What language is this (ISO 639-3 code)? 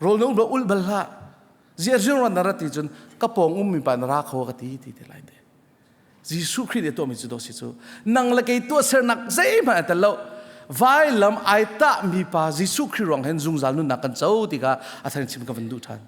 cnh